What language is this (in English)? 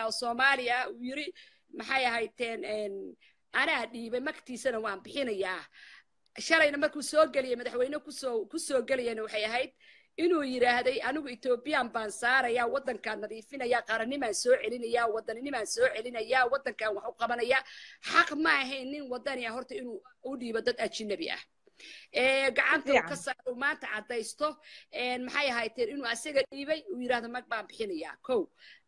Somali